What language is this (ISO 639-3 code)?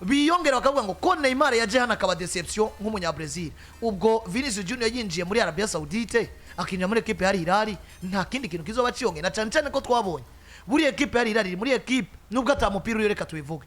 run